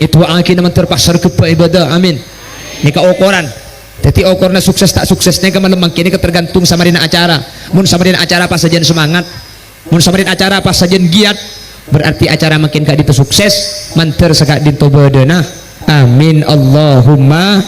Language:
Madurese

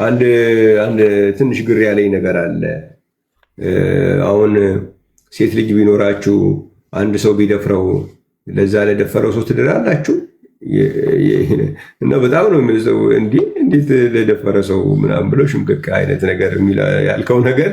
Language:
Amharic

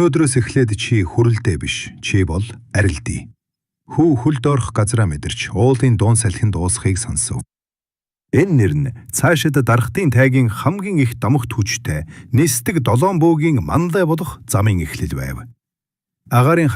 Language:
Mongolian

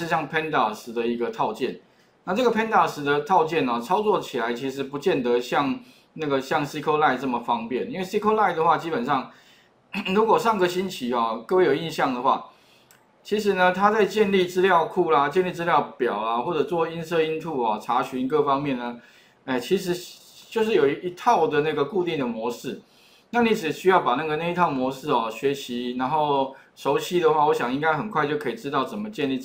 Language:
Chinese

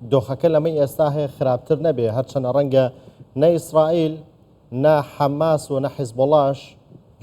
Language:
Central Kurdish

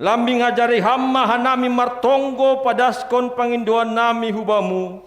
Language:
Batak Simalungun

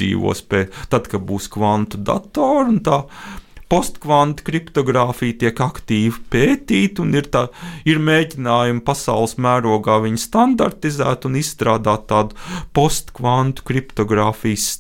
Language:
Latvian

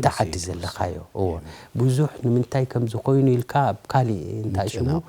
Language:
Tigrinya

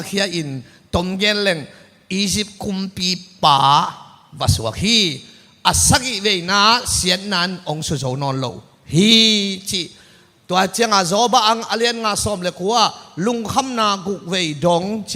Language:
Tedim Chin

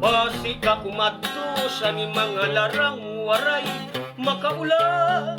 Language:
Waray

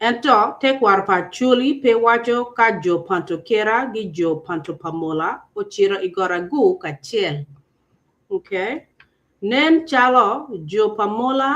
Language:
Acoli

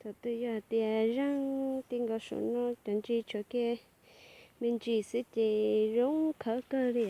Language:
Hmong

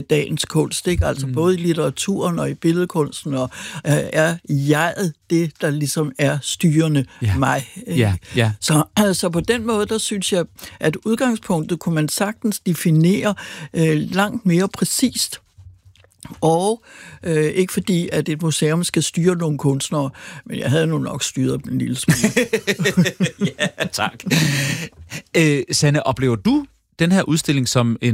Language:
Danish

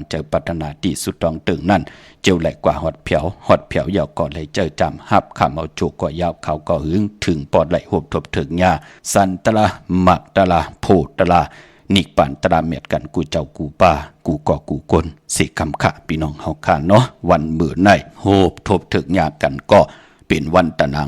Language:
Shan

